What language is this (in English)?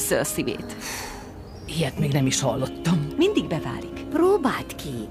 Hungarian